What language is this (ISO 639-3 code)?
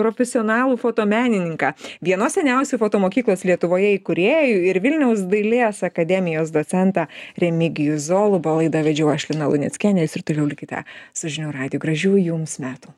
lit